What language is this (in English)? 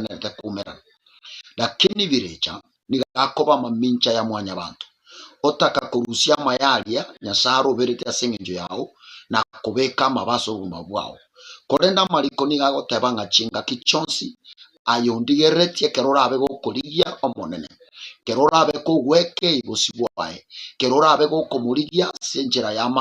Gusii